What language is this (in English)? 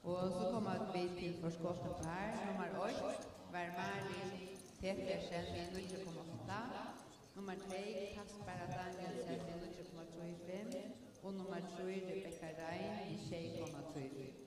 Faroese